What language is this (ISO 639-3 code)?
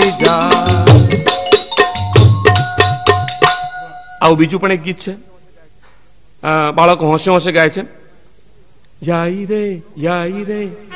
guj